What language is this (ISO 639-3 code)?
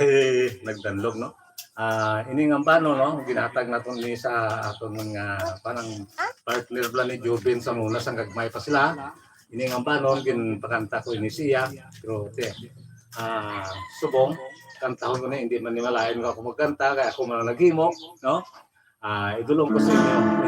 hil